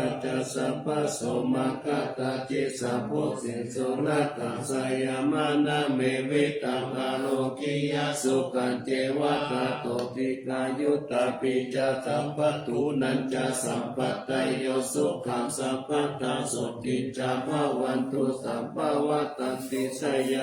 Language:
Pali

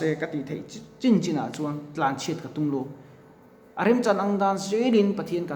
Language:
Mizo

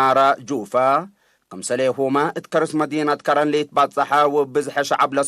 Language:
Tigre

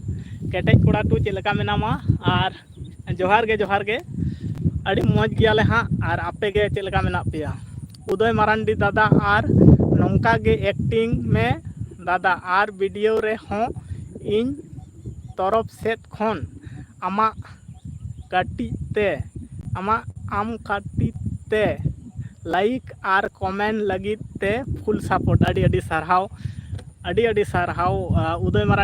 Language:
Santali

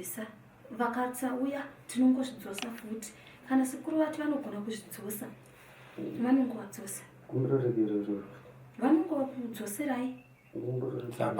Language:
Shona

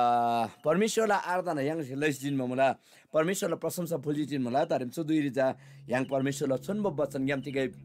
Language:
Eastern Tamang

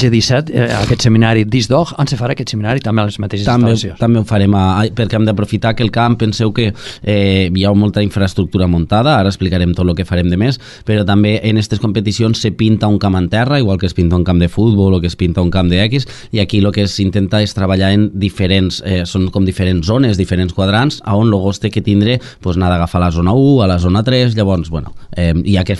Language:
Catalan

